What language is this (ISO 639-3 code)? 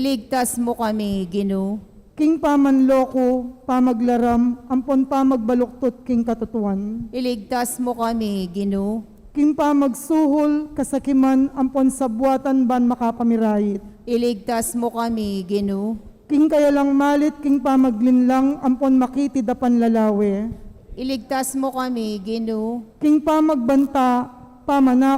pam